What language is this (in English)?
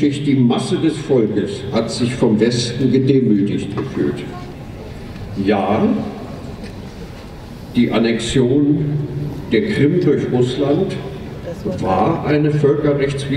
German